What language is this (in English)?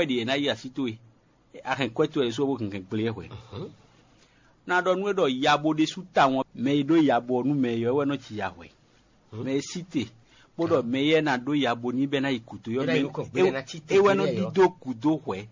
Fon